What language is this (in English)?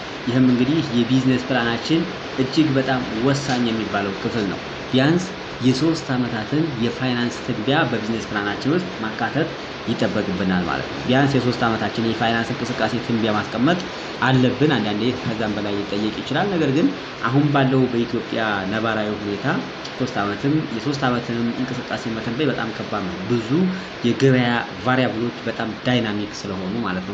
Amharic